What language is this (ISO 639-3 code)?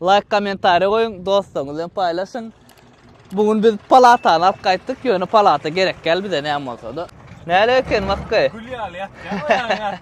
tuk